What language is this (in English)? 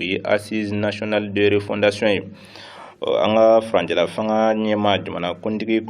Bambara